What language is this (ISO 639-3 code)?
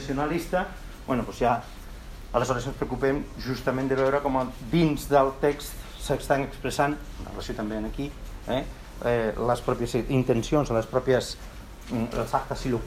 cat